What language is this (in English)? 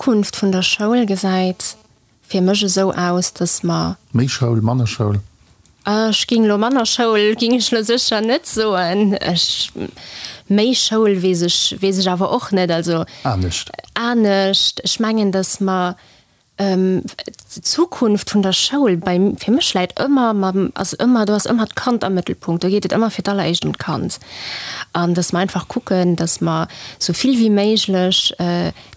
Luxembourgish